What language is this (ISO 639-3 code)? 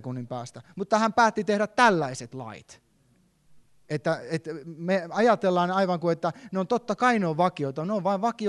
fin